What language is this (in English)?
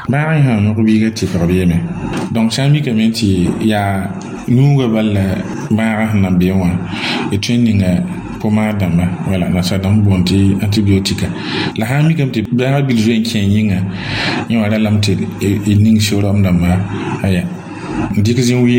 Mossi